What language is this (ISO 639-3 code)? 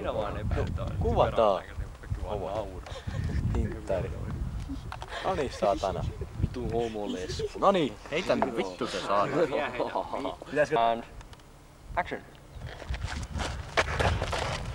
fin